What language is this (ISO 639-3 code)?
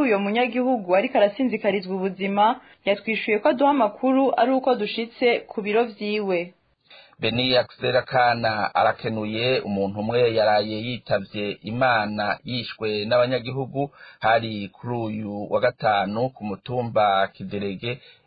run